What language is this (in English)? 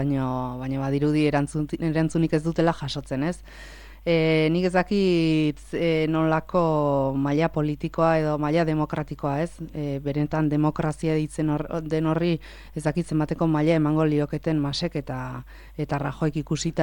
Basque